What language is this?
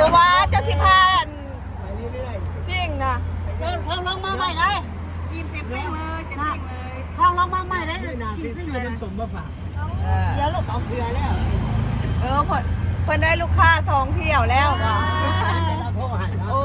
Lao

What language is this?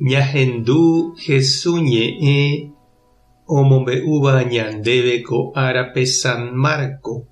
Guarani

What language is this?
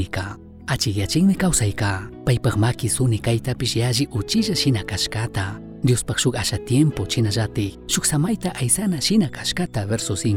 Chimborazo Highland Quichua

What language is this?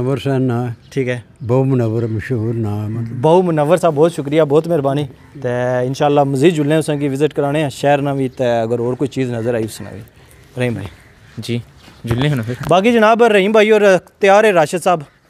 Pahari-Potwari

